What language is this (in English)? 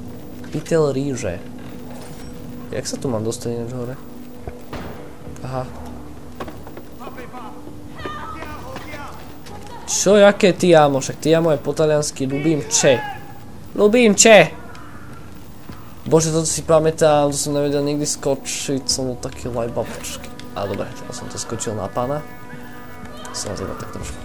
Slovak